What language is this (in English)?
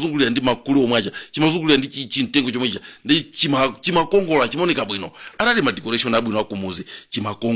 Nyanja